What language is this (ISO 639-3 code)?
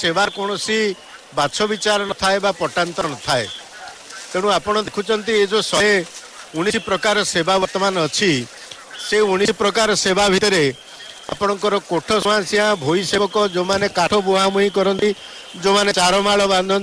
ori